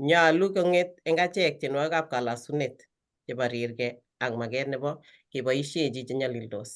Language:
Kalenjin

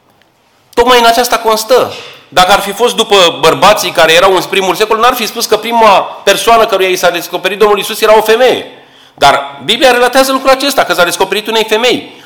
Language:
Romanian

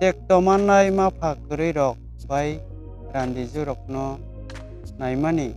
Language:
Kok Borok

